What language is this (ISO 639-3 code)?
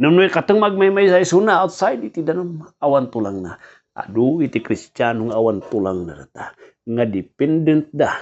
ilo